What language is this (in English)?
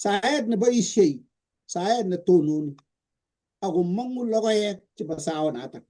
Kalenjin